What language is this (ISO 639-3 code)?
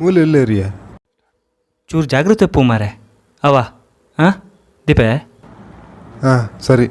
tcy